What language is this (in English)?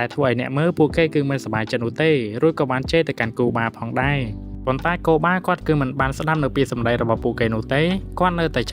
Khmer